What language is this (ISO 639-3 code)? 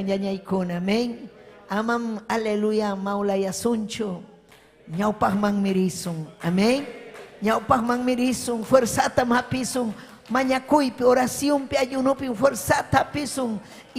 quy